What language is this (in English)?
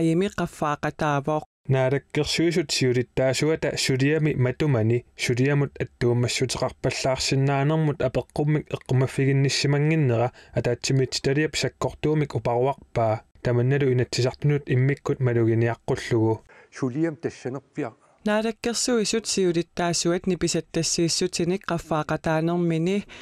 Kalaallisut